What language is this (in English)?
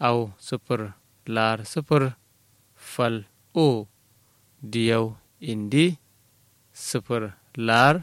Kanuri